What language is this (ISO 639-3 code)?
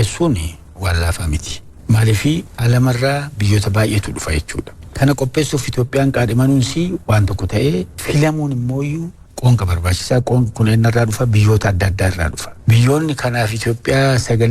orm